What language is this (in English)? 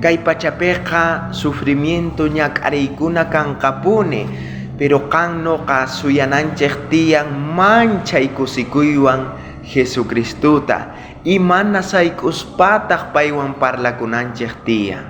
South Bolivian Quechua